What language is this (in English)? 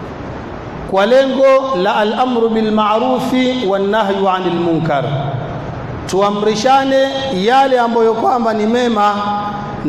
Swahili